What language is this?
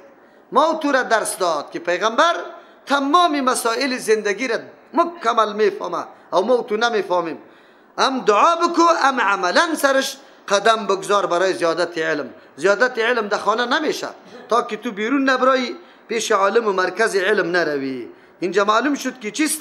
Persian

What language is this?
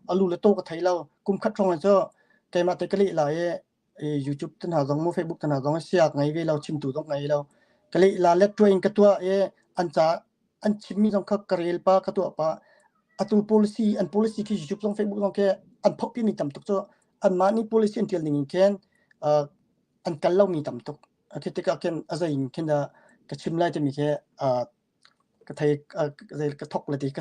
Hakha Chin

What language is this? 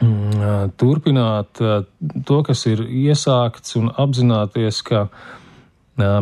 Latvian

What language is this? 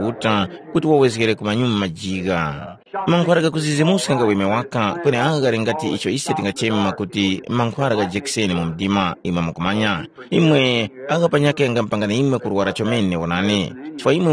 Tumbuka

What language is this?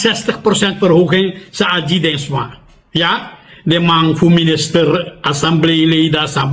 Sranan Tongo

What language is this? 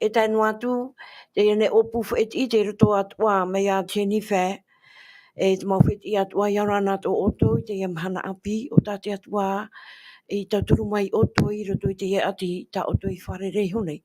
Tahitian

